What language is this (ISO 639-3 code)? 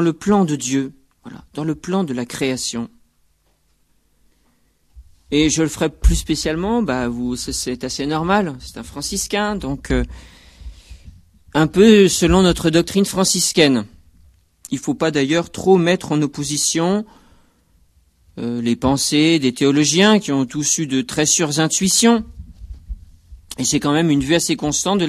fra